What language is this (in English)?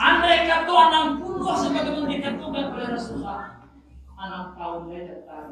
Minangkabau